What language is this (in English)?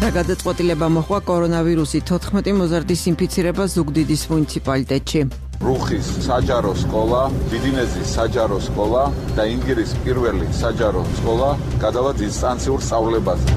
Georgian